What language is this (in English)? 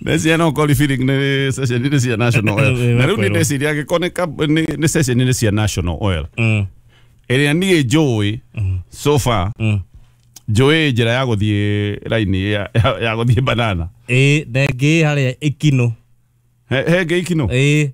Kikuyu